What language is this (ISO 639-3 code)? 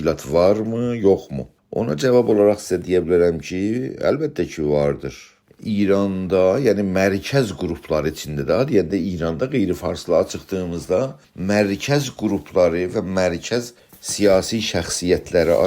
azb